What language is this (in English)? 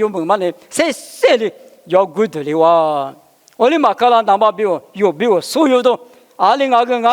Lisu